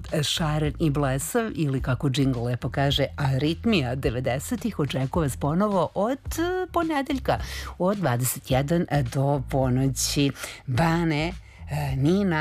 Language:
Serbian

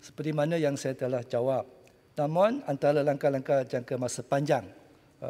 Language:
Malay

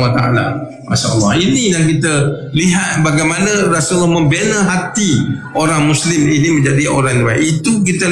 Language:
Malay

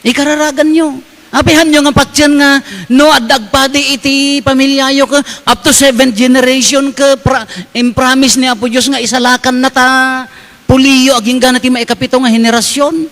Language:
Iloko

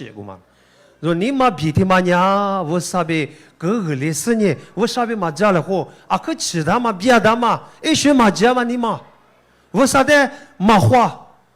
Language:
Lisu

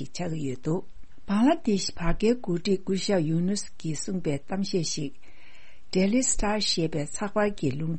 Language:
Tibetan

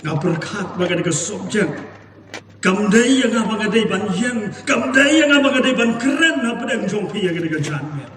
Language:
Khasi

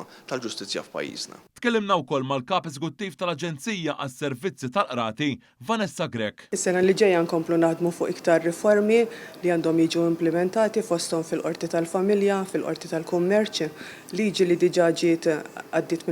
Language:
Maltese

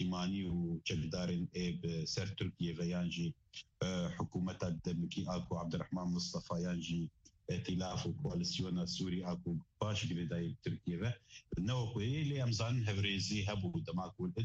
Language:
Kurdish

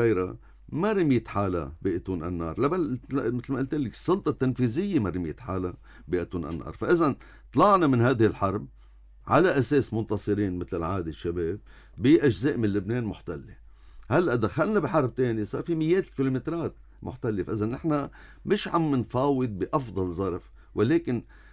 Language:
North Levantine Arabic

